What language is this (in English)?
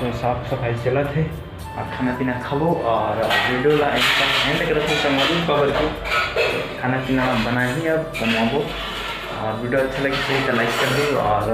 Chhattisgarhi